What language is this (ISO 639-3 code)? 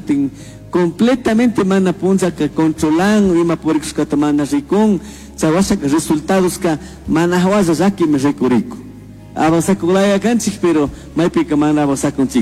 qug